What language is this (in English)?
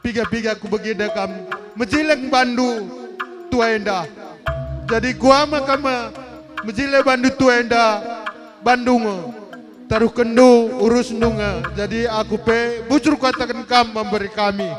Batak Karo